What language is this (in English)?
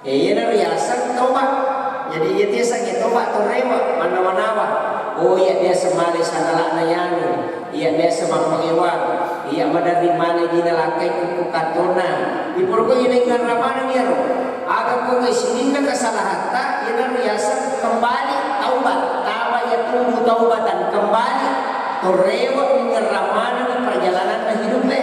Buginese